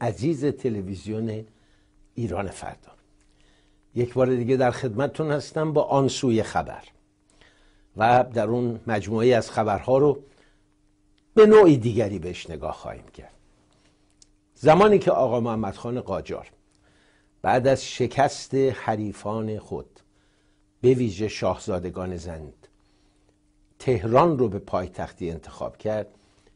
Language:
Persian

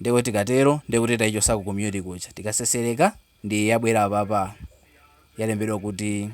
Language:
Nyanja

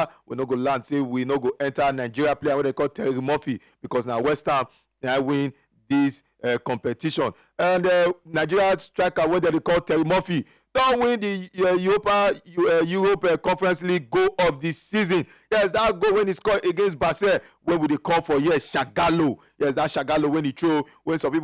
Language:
Nigerian Pidgin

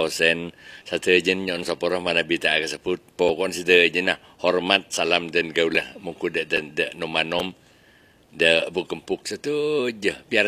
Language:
Madurese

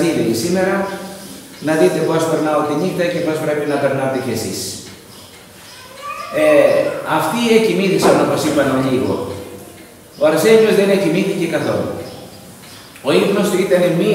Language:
Greek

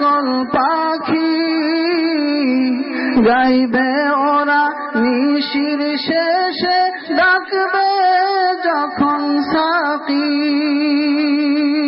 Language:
Bangla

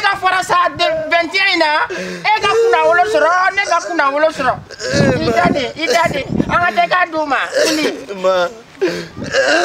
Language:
Bambara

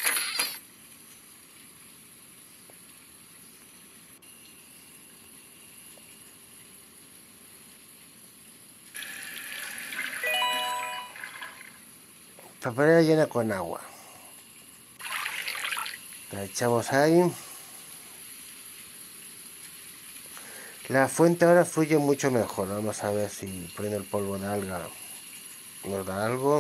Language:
Spanish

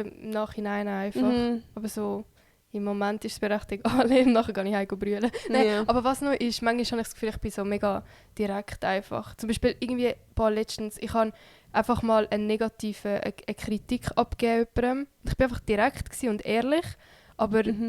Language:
Swiss German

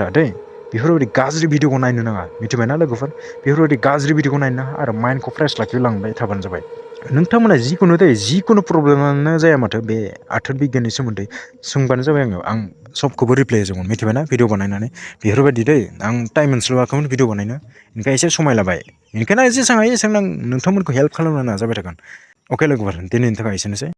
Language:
Bodo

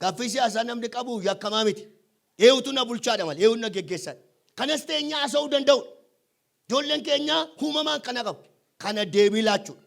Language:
Oromo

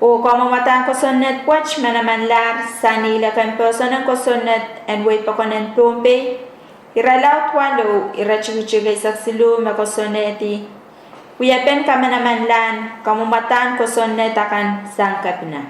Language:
Pohnpeian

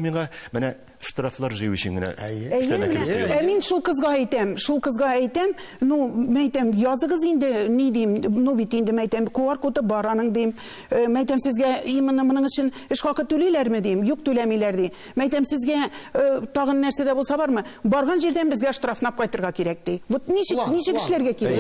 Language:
Tatar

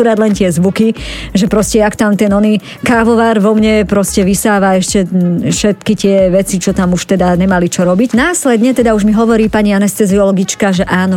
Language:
Slovak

